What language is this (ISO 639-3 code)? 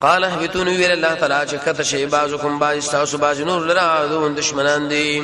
pus